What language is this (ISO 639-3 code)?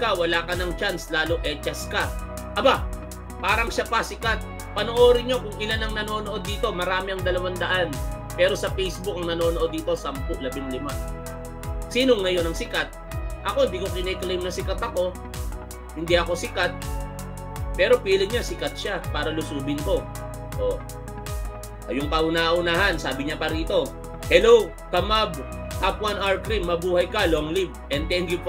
fil